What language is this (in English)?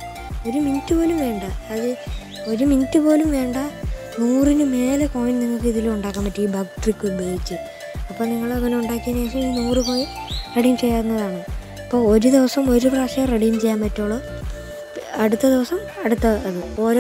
Malayalam